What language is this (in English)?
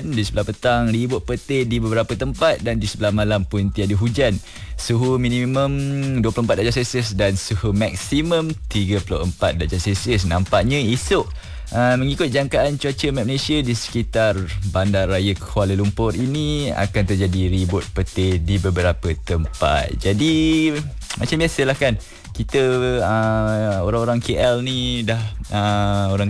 Malay